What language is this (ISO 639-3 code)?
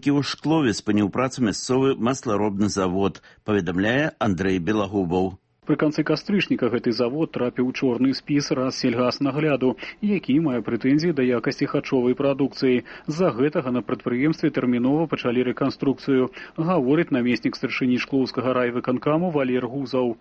bel